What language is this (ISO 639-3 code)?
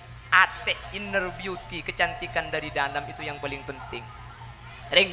mad